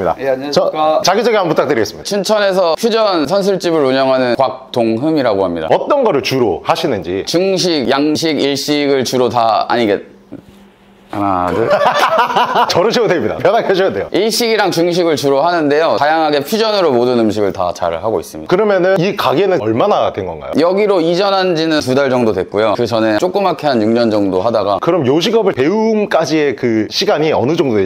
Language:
Korean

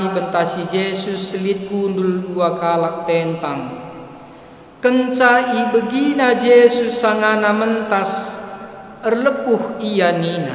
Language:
Batak Karo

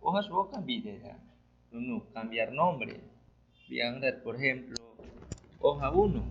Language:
Aguaruna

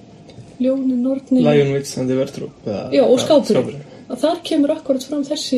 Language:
Icelandic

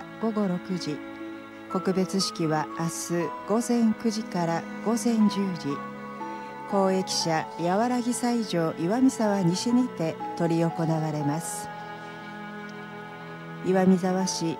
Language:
Japanese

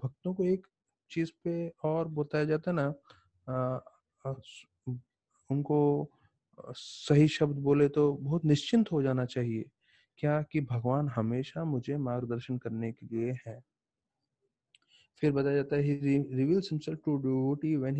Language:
Hindi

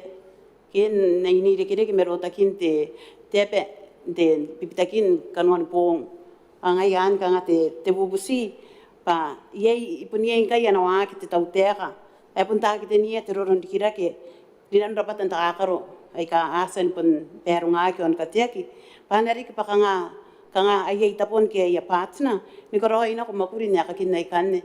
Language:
Gilbertese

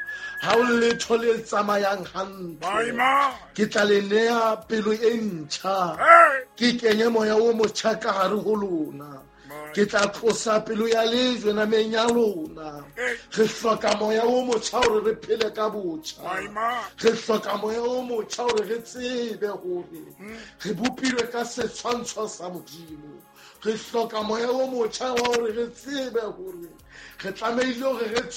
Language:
Southern Sotho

